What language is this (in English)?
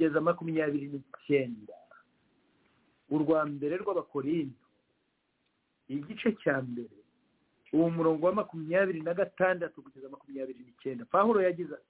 Kinyarwanda